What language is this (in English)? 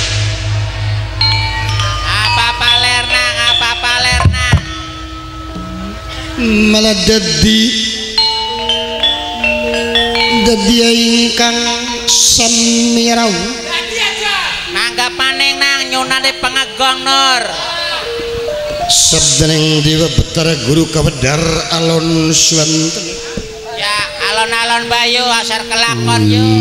Javanese